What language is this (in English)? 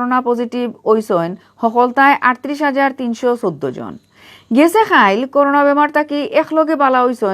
Sylheti